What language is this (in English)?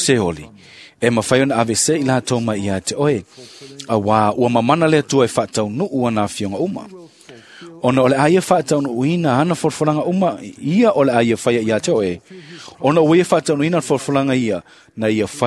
Samoan